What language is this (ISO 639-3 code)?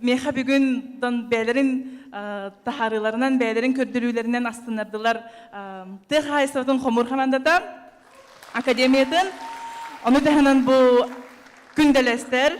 sah